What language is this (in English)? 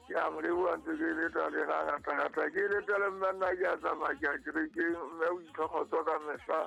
Southern Sotho